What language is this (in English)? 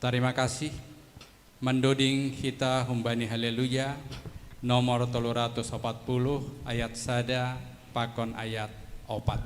Batak Simalungun